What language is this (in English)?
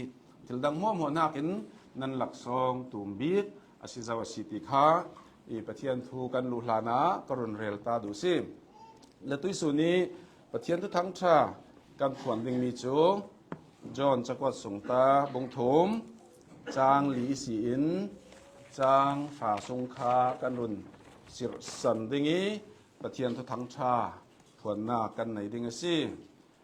Hakha Chin